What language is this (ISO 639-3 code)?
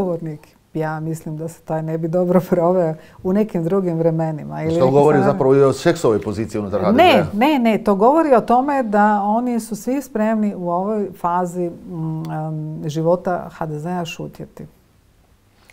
hrv